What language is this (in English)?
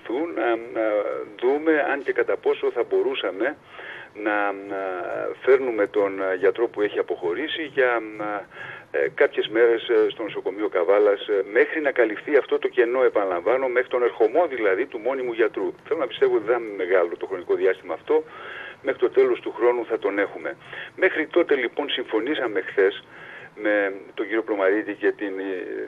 Greek